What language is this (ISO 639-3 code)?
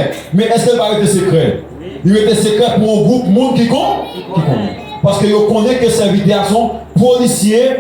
hat